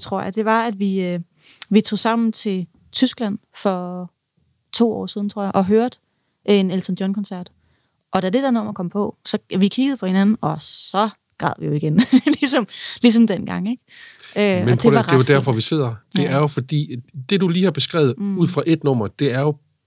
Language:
Danish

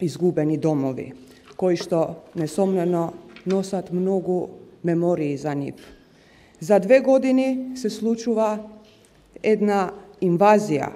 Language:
Macedonian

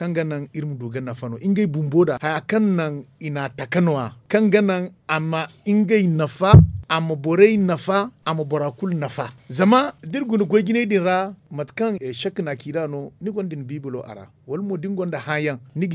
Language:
Zarma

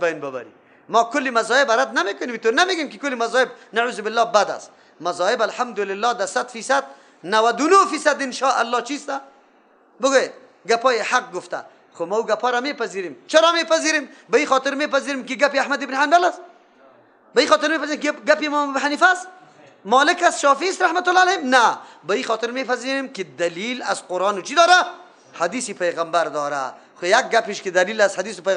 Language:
Persian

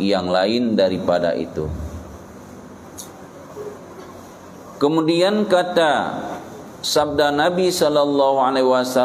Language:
Achinese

